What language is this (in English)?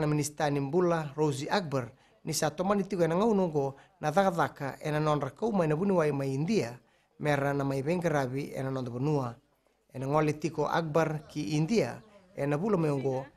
Fijian